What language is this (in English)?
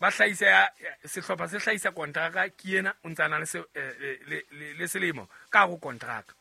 Southern Sotho